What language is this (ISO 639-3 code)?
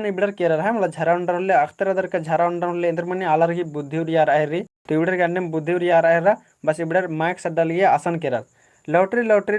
kru